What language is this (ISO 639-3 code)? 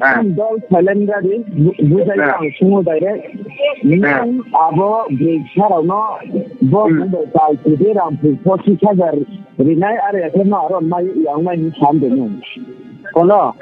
ria